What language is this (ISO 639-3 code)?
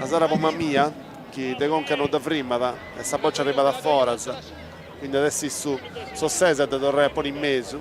srd